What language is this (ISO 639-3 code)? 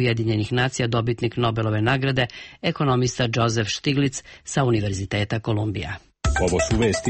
srp